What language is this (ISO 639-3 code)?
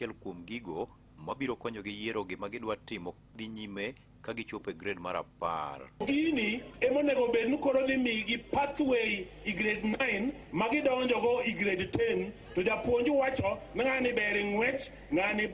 luo